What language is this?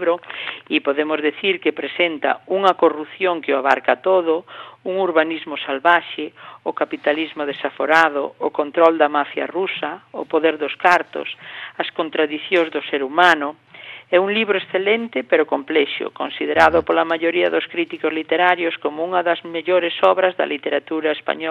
Galician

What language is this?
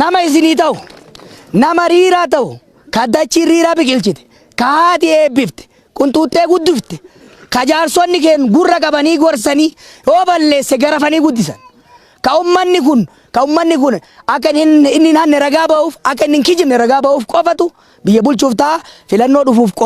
Oromo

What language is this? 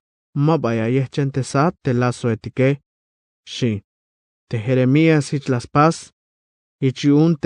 Tzeltal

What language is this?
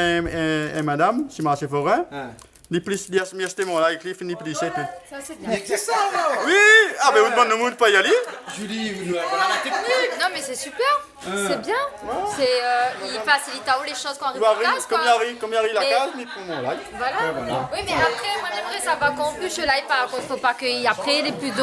Réunion Creole French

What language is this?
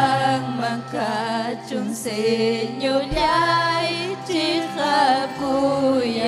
Ayacucho Quechua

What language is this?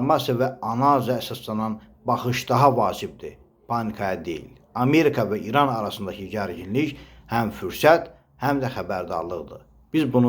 Azerbaijani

